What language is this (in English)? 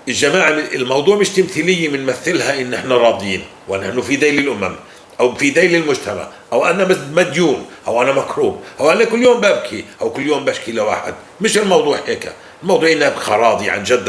North Levantine Arabic